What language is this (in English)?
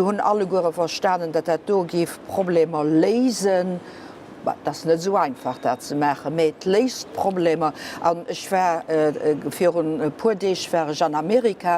Luxembourgish